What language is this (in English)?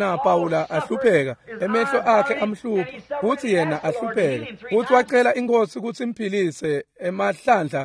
Swati